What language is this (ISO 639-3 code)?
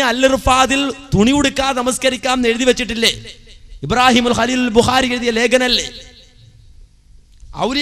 mal